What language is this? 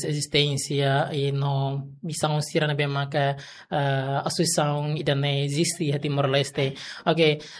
Tetum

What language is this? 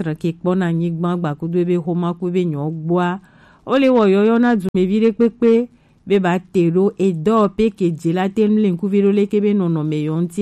Gen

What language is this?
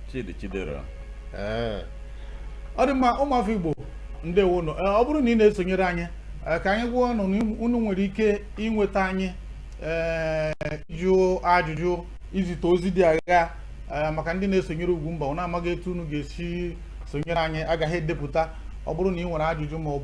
Igbo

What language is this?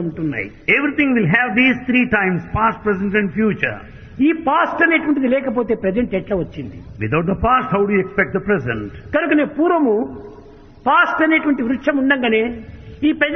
Telugu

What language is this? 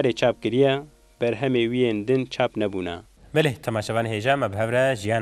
Kurdish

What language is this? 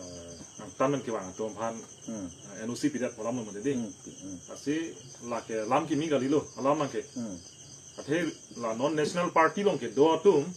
Karbi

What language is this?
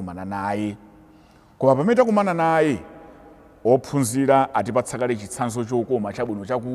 Nyanja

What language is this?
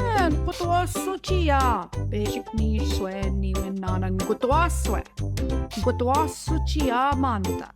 Central Ojibwa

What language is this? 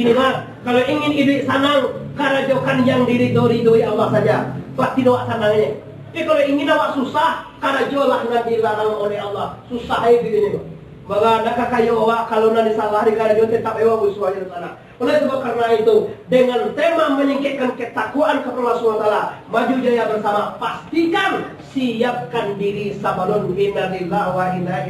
Minangkabau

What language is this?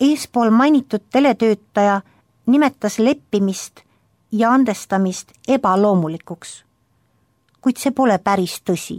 Estonian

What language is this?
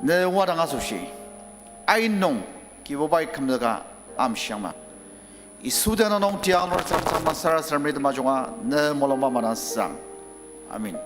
Ao Naga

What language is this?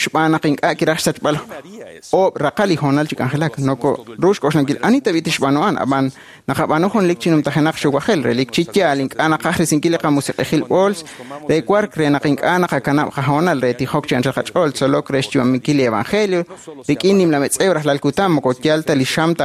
Kekchí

